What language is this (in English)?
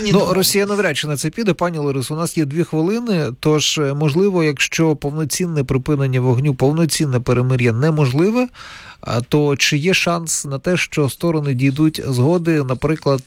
Ukrainian